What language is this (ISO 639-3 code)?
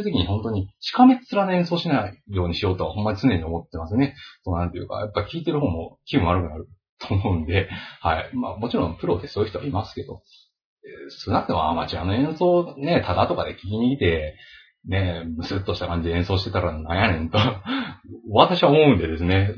jpn